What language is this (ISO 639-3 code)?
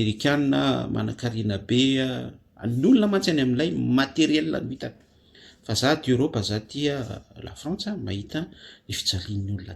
mlg